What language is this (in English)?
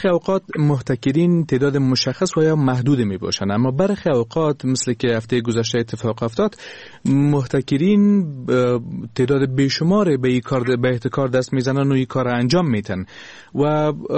Persian